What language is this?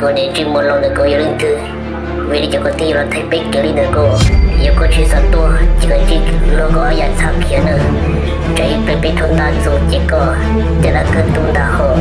Hmong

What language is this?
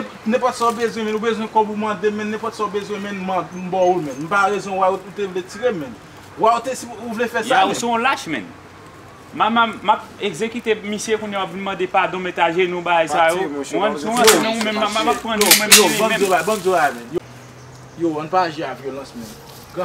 Haitian Creole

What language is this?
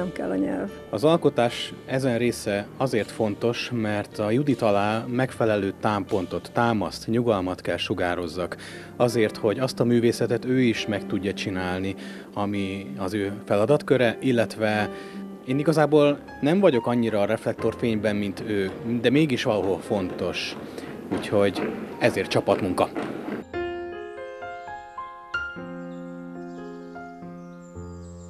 Hungarian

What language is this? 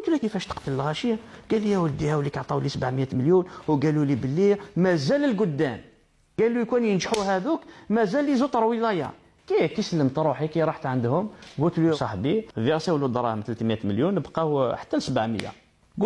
Algerian Arabic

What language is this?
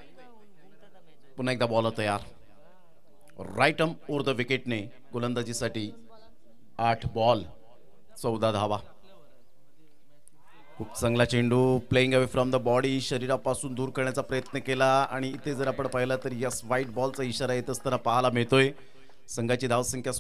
Marathi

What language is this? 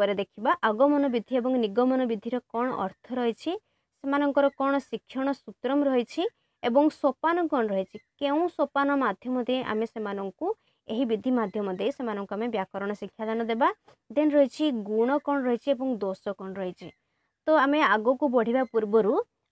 Odia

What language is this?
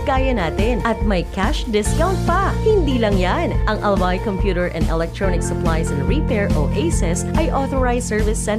Bikol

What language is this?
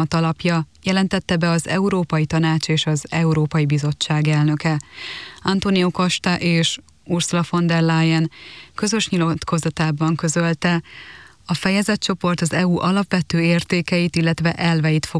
Hungarian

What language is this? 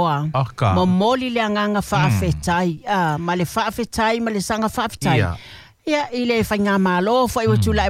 Samoan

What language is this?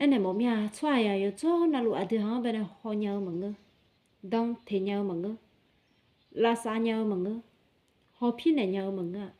Akha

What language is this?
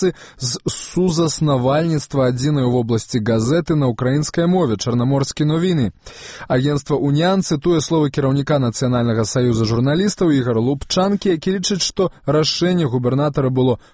Belarusian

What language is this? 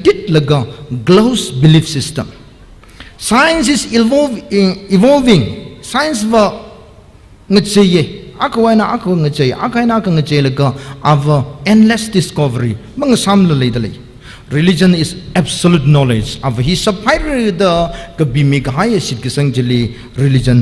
Tangkhul Naga (India)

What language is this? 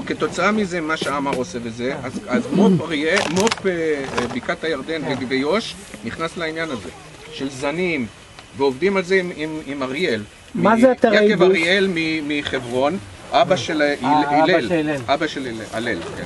Hebrew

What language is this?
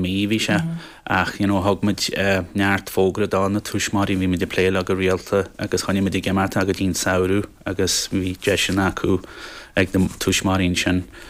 Irish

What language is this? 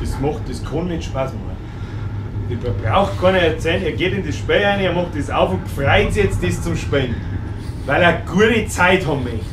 Bavarian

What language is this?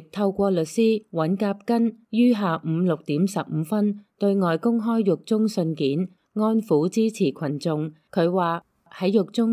Cantonese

